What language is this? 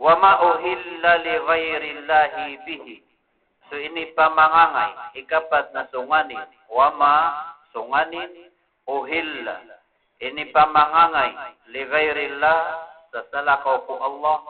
Maranao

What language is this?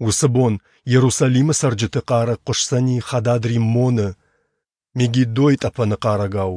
Ossetic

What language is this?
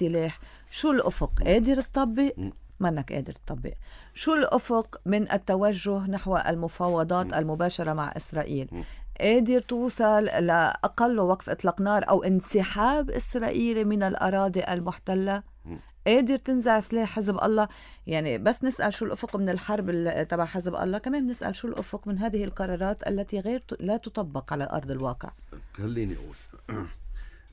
North Levantine Arabic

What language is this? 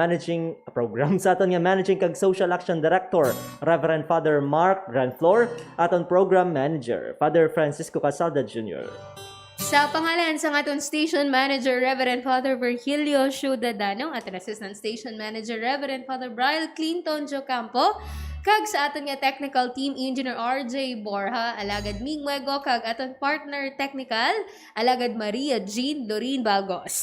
Hiligaynon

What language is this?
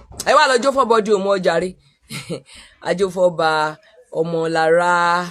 Yoruba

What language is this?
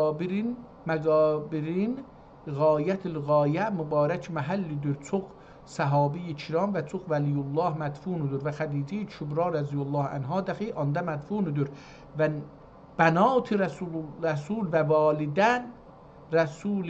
South Azerbaijani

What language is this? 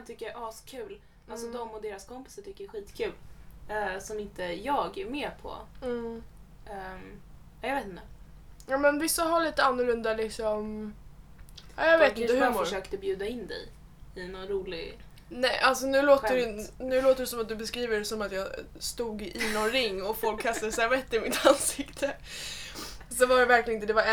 Swedish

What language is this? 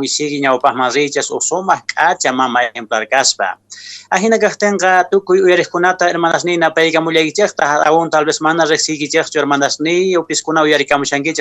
Quechua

